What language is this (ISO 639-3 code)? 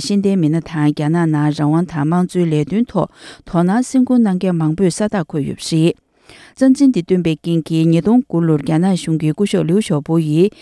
bod